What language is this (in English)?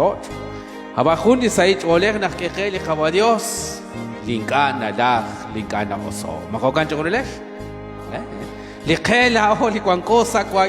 Kekchí